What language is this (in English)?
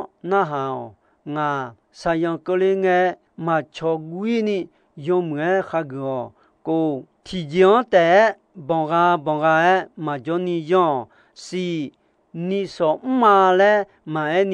Akha